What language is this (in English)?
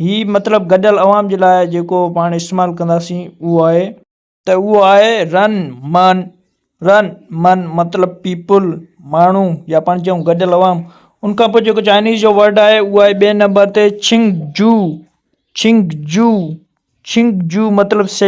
Sindhi